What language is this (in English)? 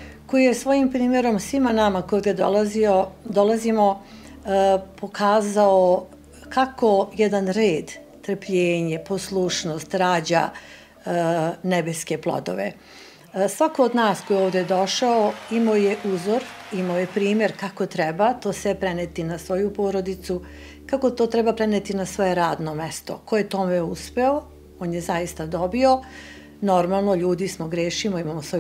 Serbian